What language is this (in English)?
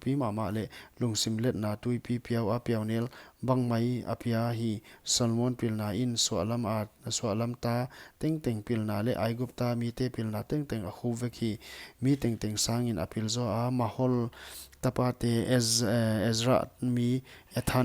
Paite Chin